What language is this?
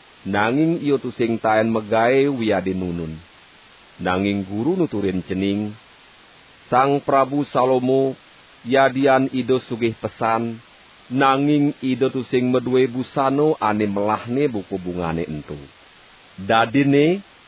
Balinese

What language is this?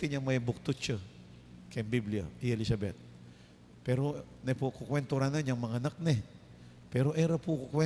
Pampanga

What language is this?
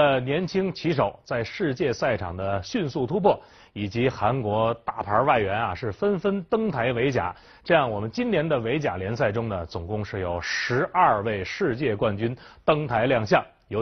Chinese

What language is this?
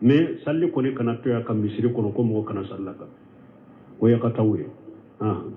Bambara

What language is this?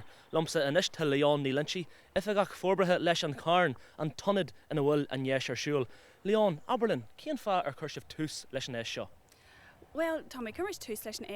Irish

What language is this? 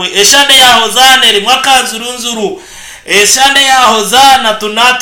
Nyankole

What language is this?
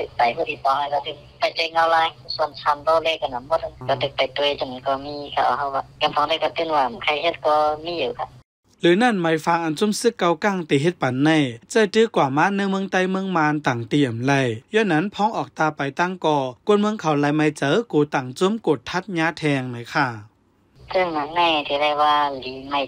Shan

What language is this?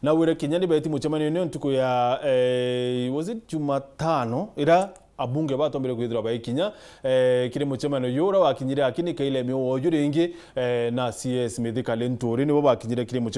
Meru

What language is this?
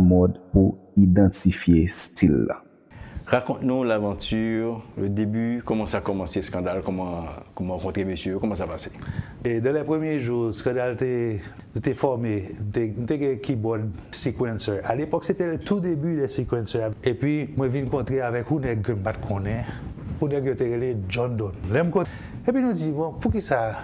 Haitian Creole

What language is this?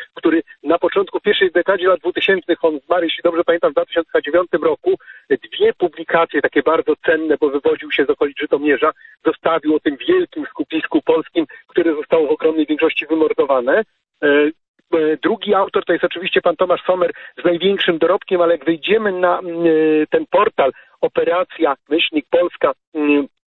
Polish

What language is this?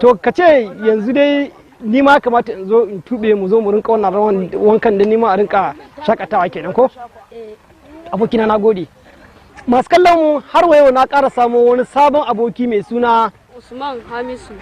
Hausa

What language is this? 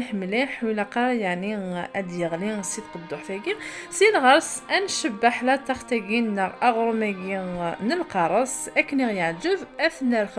Kabyle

